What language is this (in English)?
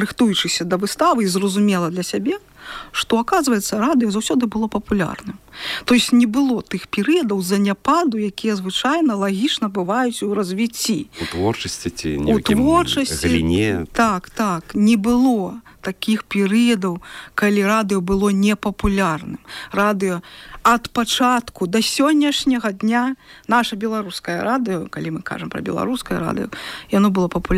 Belarusian